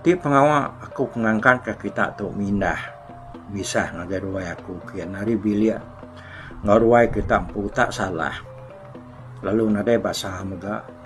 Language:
Iban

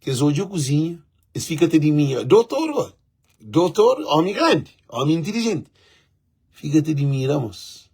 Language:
Kabuverdianu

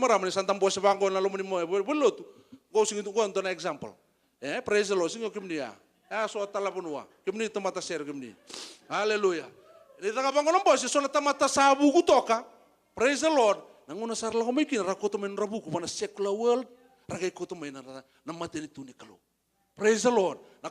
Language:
Fijian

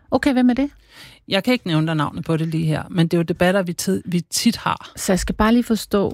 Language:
Danish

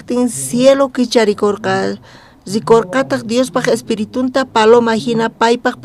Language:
South Bolivian Quechua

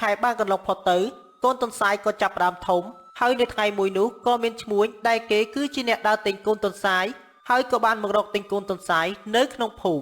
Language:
Khmer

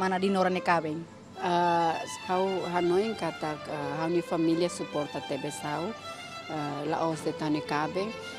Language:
Tetum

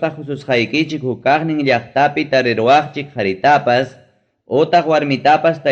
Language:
Ayacucho Quechua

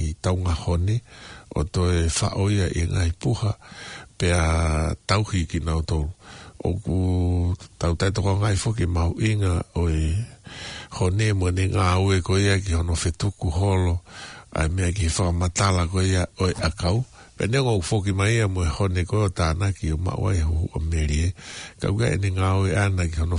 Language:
Tongan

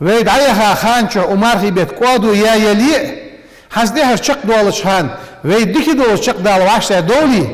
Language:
Ingush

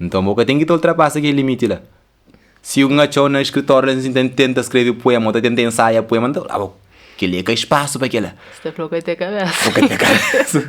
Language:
Kabuverdianu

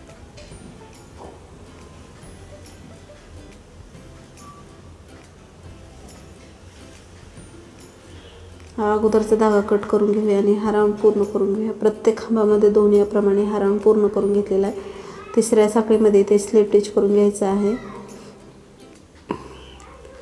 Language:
Marathi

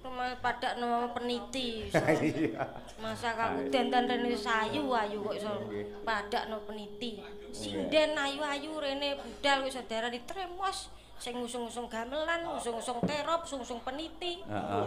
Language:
Javanese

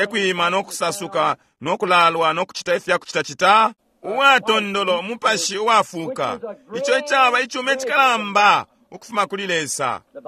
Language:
Bemba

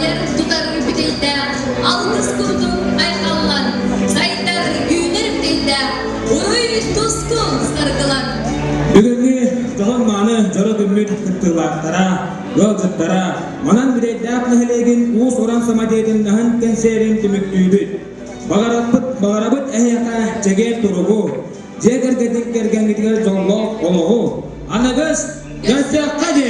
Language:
Yakut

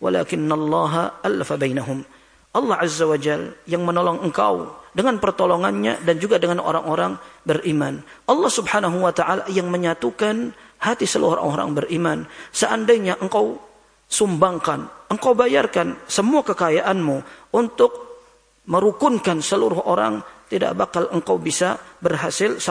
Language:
Indonesian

